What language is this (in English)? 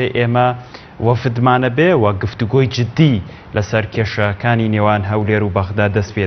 Central Kurdish